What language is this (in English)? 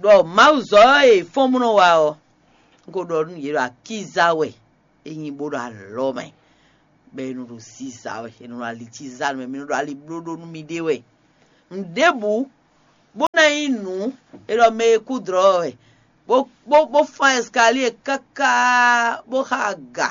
Fon